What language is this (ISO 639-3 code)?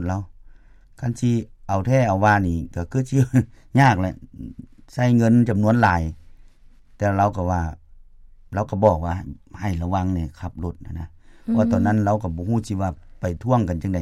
lao